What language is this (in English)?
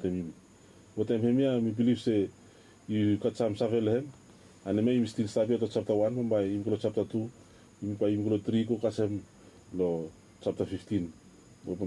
Bislama